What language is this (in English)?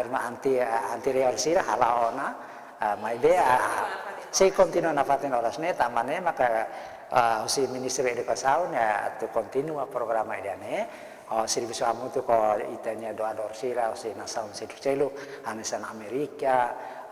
Tetum